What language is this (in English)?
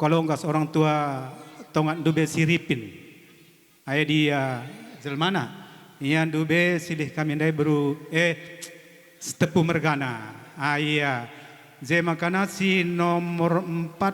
Batak Karo